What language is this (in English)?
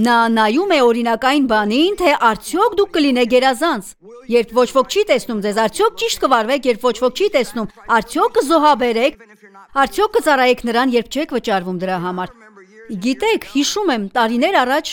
Armenian